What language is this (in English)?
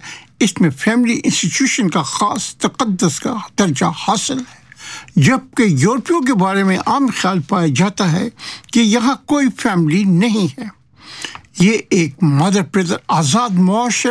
Urdu